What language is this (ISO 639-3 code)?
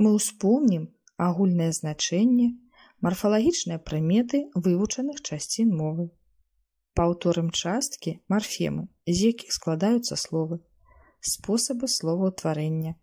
bel